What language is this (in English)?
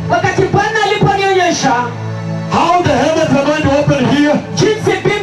Swahili